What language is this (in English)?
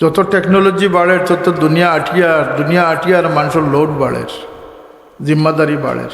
Sylheti